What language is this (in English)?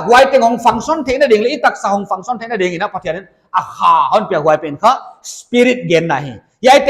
Paite Chin